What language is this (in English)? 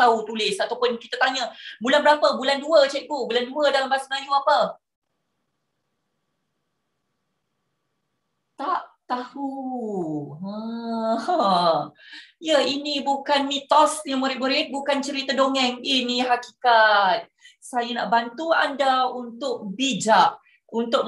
Malay